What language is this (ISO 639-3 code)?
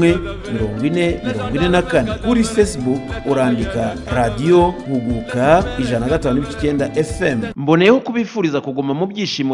kin